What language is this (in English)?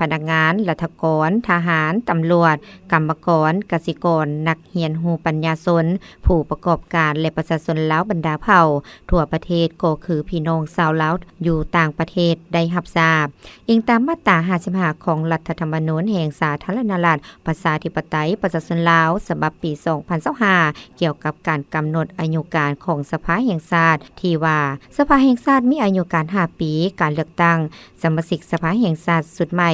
Lao